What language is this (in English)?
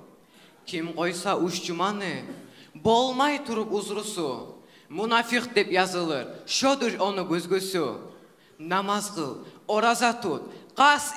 Kumyk